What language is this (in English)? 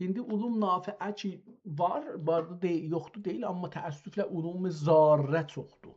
South Azerbaijani